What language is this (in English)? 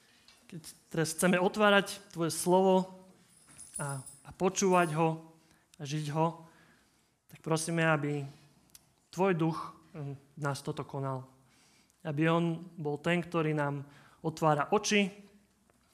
Slovak